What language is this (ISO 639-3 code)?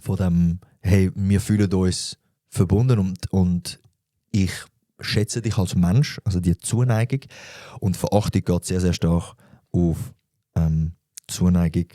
gsw